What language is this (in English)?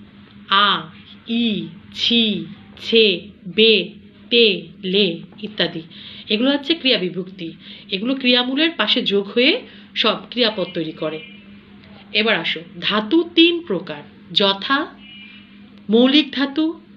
Bangla